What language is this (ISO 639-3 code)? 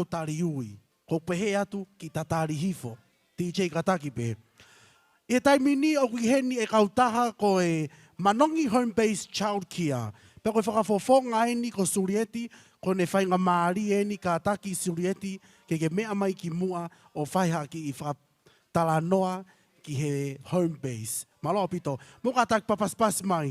ton